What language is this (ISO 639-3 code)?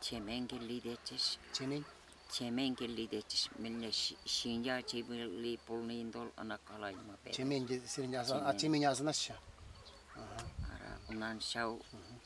chv